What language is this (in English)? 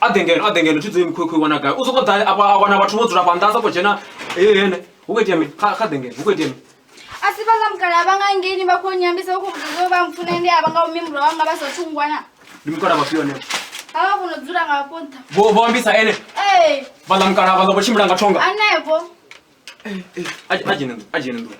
Venda